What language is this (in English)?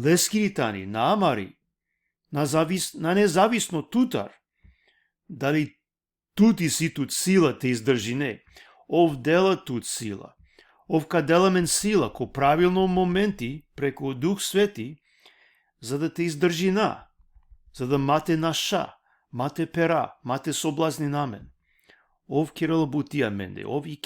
Balkan Romani